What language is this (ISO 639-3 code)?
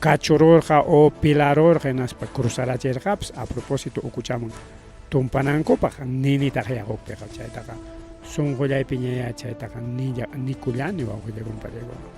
quy